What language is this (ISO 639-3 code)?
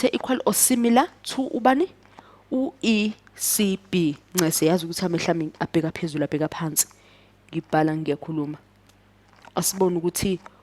zul